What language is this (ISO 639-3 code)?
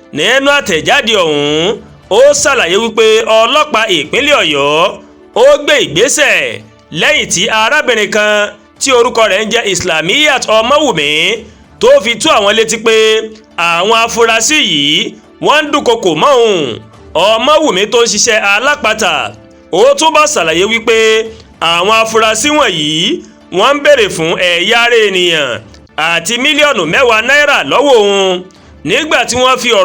yor